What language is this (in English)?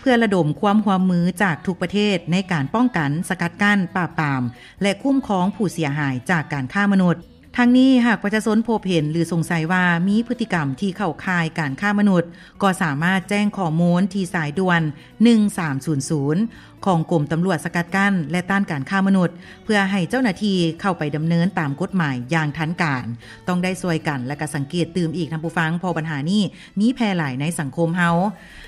Lao